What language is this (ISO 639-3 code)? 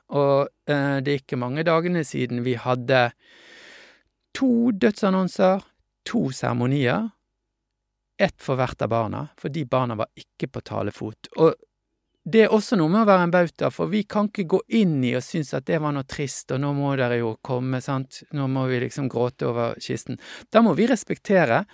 nor